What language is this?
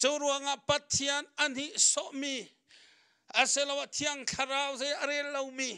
Hakha Chin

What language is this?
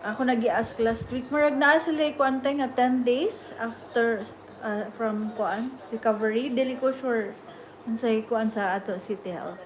Cebuano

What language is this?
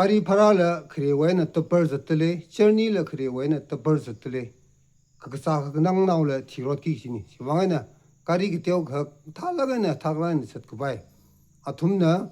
Tangkhul Naga (India)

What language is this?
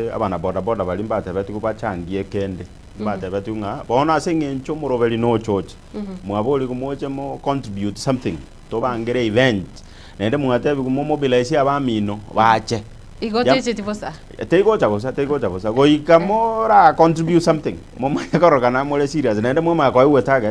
Gusii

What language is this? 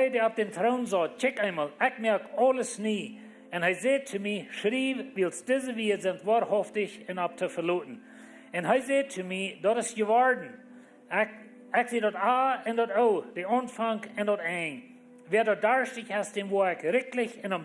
Plautdietsch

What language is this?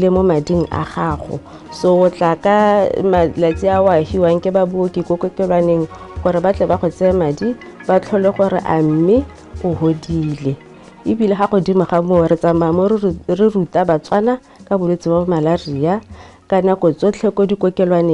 Tswana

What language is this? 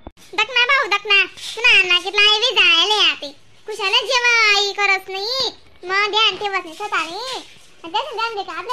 Khandesi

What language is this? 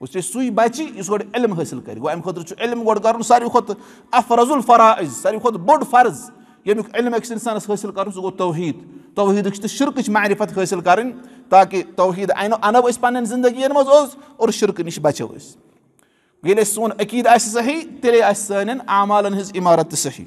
Kashmiri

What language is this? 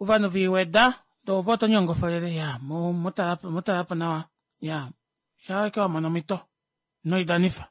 Kuanyama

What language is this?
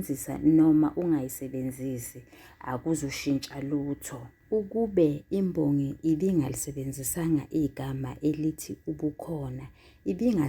Zulu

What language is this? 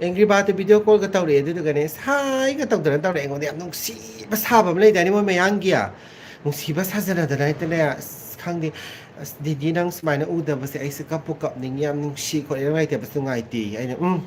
Manipuri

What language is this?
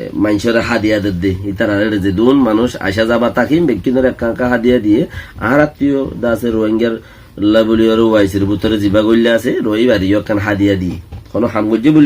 Rohingya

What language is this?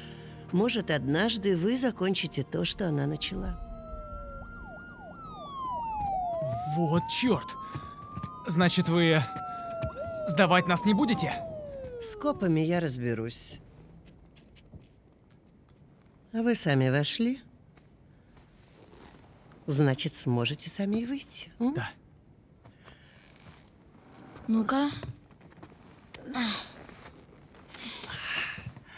Russian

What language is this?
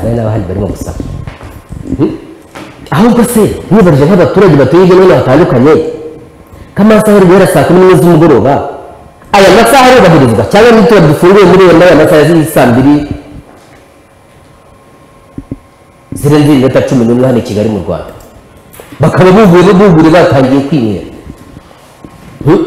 Kinyarwanda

